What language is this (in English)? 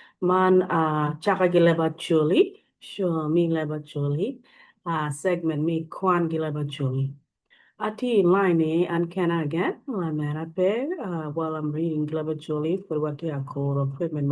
Acoli